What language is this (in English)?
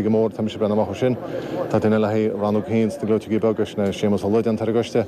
Irish